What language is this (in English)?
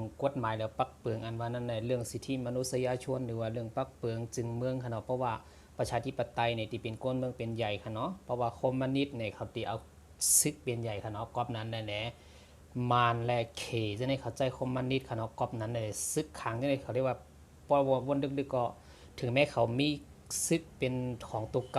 Shan